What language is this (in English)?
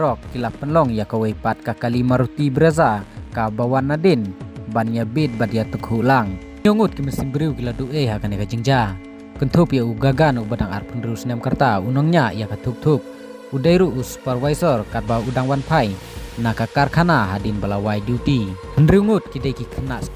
Khasi